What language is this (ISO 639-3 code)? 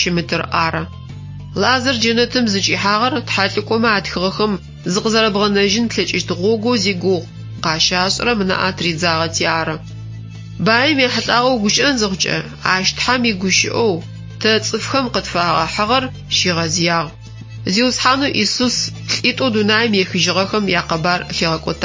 ady